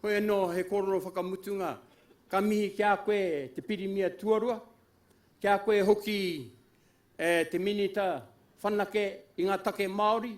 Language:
Māori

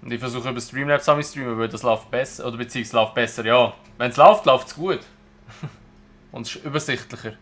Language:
Swiss German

